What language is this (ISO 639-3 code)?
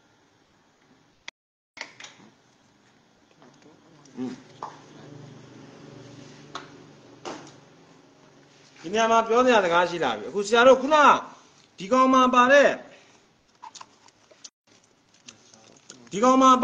mya